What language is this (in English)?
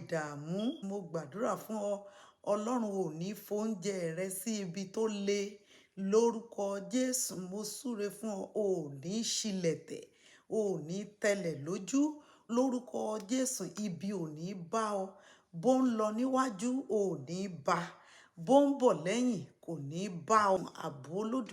Yoruba